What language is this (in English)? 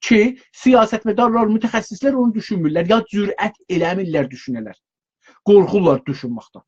South Azerbaijani